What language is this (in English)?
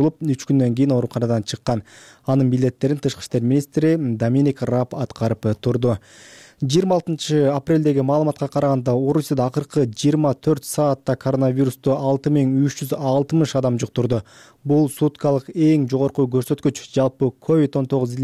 Kyrgyz